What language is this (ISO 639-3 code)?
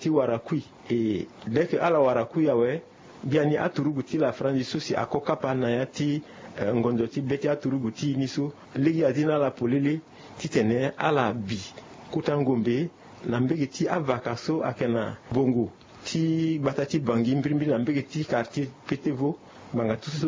sag